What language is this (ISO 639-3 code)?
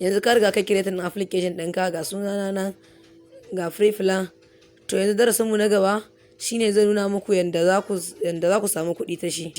hau